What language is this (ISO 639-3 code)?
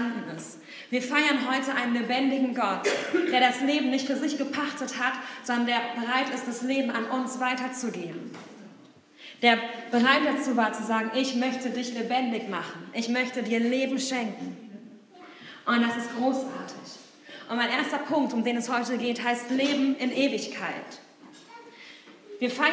deu